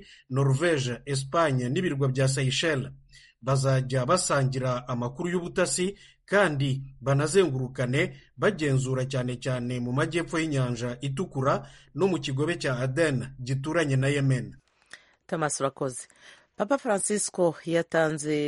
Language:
Kinyarwanda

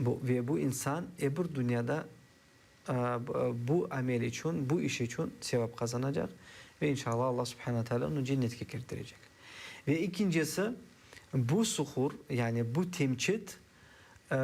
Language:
Crimean Tatar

